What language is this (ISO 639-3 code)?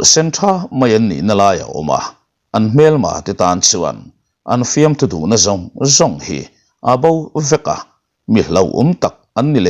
lus